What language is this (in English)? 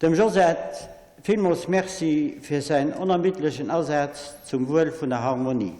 Luxembourgish